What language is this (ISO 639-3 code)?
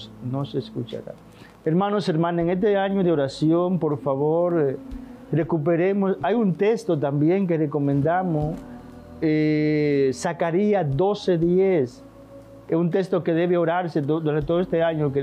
spa